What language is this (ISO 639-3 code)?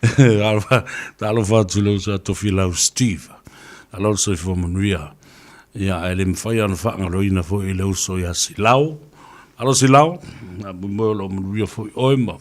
smo